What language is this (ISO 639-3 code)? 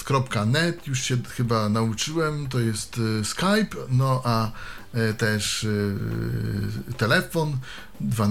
pol